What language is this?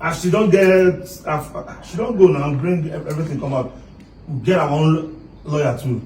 Nigerian Pidgin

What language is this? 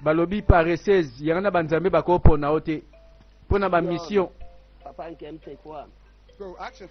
Lingala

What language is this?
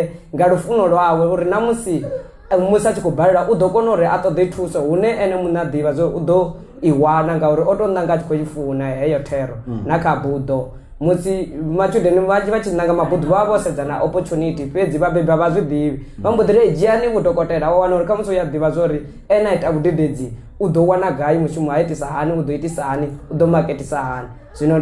Venda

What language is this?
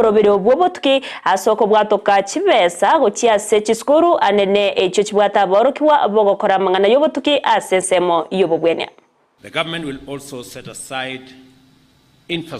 Gusii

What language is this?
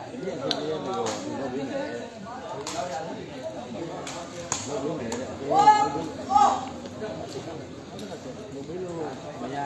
Burmese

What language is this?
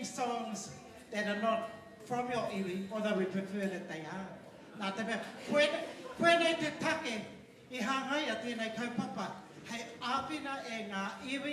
Māori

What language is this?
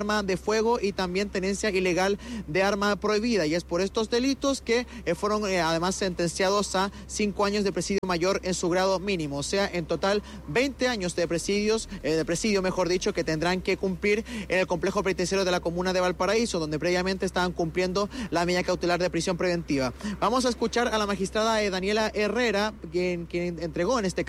Spanish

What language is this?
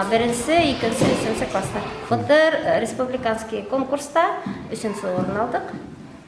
Bashkir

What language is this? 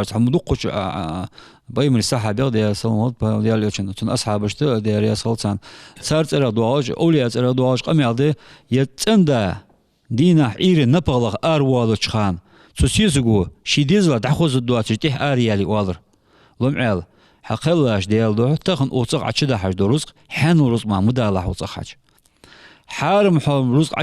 Ingush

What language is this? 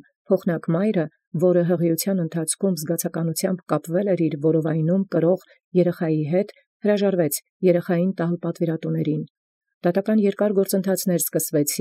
Armenian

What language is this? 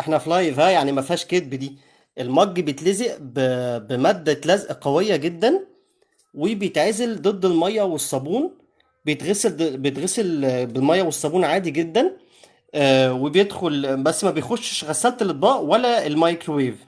Egyptian Arabic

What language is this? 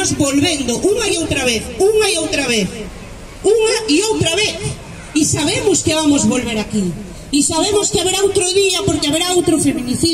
Galician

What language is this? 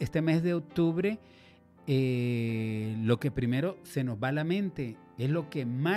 Spanish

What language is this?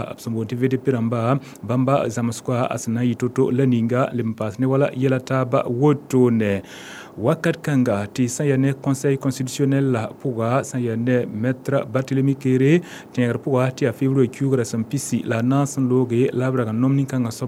Mossi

